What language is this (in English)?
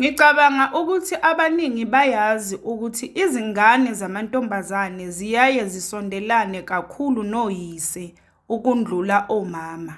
Zulu